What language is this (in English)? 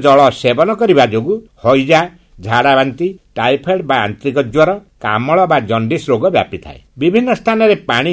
Odia